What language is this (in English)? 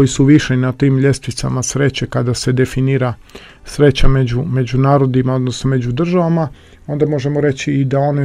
Croatian